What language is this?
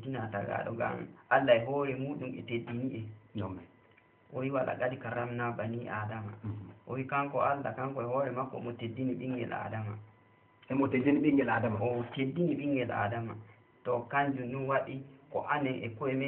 Fula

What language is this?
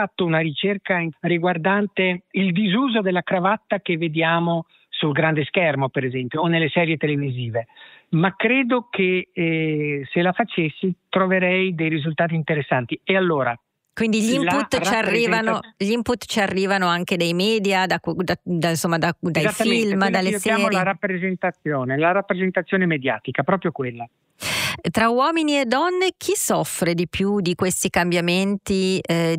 Italian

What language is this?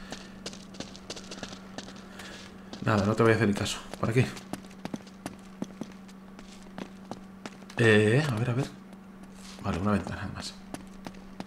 Spanish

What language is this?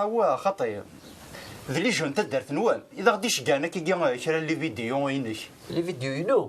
Kabyle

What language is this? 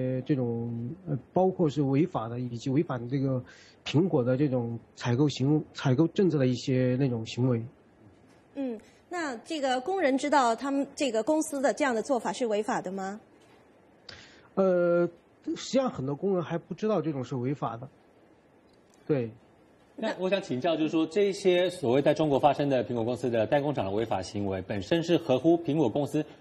Chinese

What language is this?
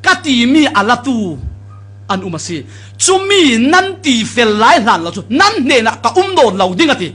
Falam Chin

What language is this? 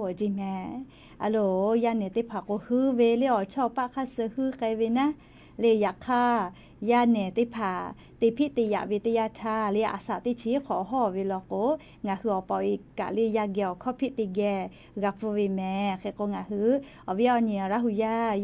Lahu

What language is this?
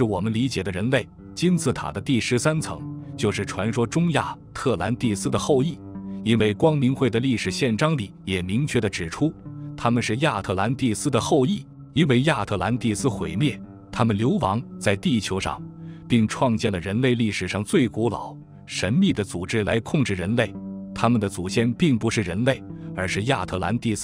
Chinese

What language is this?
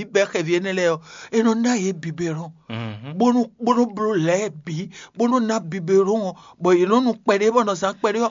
Fon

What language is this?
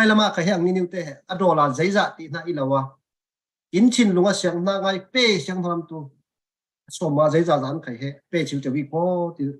Falam Chin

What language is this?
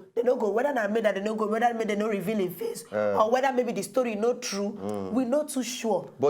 Nigerian Pidgin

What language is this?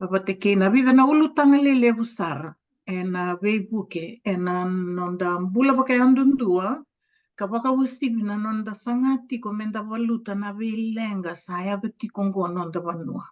Fijian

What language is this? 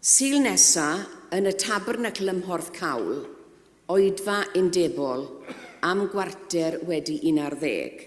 Welsh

